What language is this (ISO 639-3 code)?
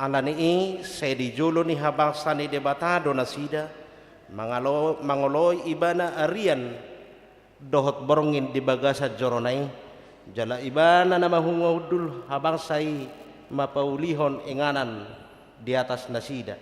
bbc